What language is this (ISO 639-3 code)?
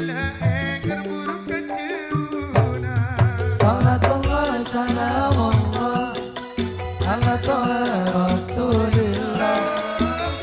mad